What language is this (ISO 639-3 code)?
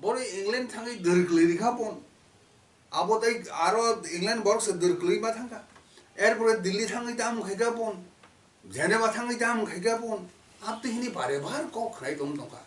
trp